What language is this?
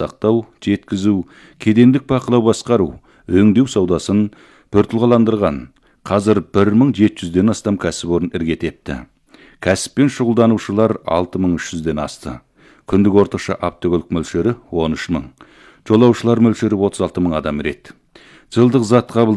Kazakh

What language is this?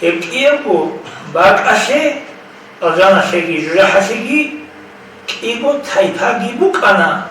Avaric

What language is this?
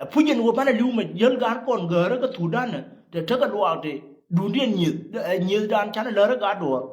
Nuer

